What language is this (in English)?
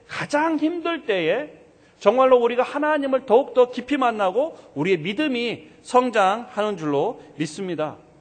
Korean